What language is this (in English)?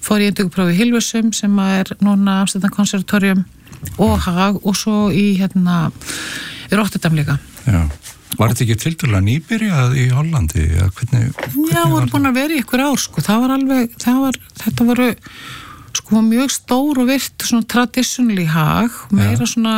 Icelandic